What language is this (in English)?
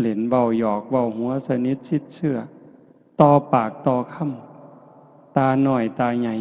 Northeastern Thai